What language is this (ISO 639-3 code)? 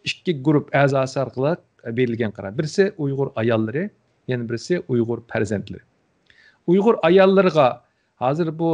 uig